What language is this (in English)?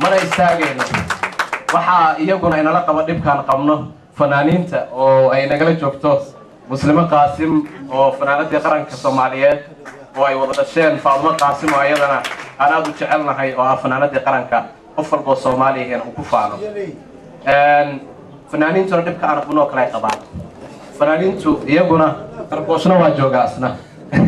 Somali